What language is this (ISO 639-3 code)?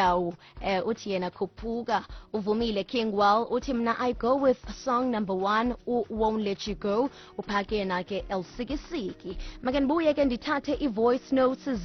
xho